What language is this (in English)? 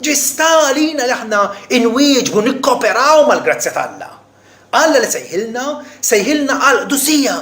Maltese